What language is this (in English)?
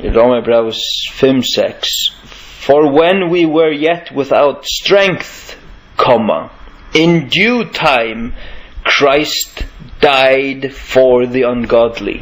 Faroese